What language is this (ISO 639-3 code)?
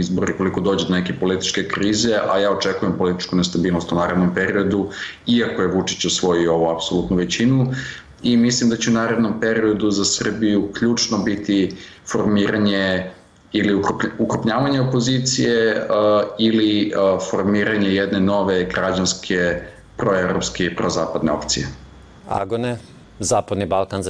srp